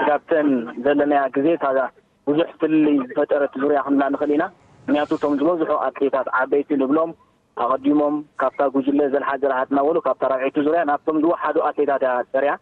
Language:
Tigrinya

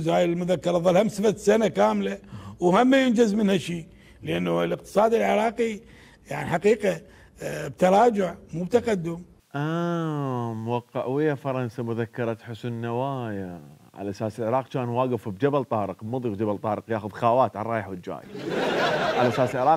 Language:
Mesopotamian Arabic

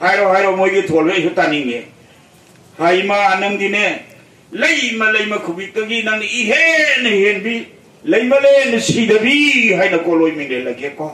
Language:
Manipuri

